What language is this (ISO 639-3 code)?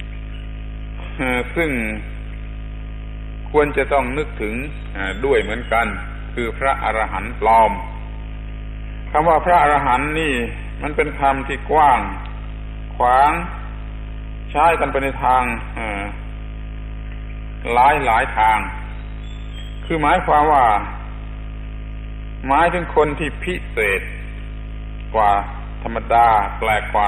tha